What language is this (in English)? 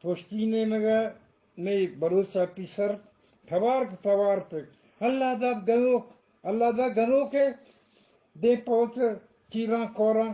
Eastern Balochi